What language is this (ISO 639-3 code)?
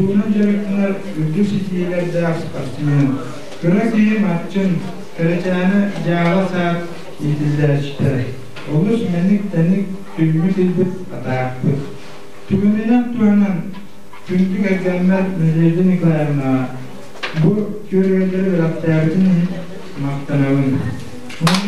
sah